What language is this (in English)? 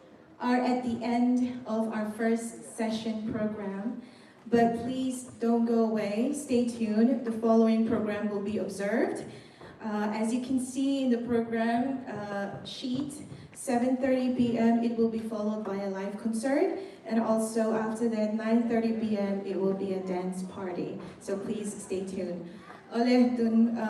Mizo